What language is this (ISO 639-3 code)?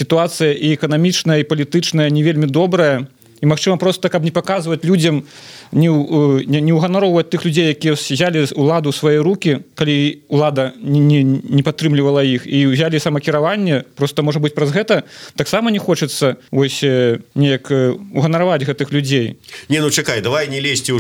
bel